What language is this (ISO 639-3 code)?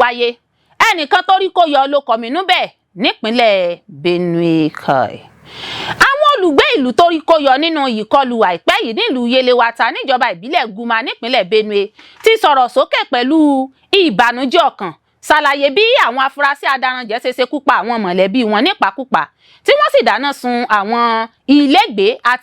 yor